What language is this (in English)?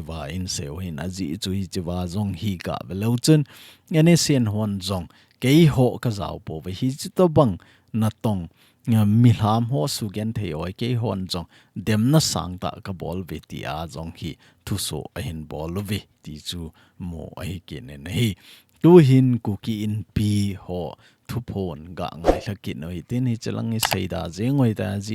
Thado Chin